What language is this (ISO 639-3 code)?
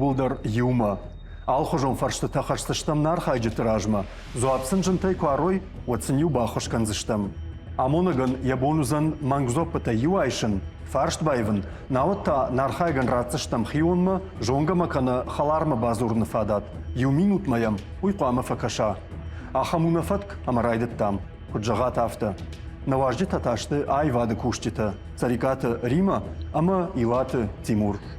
oss